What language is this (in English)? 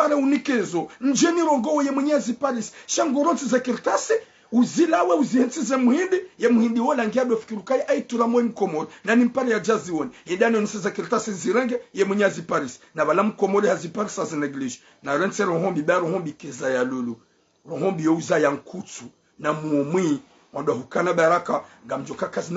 Ngazidja Comorian